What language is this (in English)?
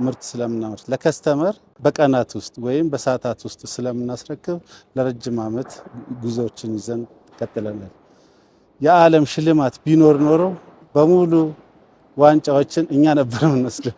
Amharic